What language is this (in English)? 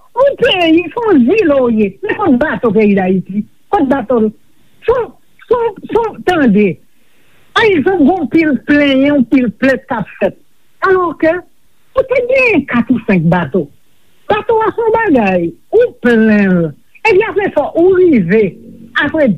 Haitian Creole